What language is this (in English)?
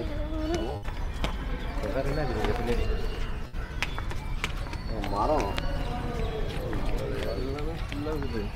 Tamil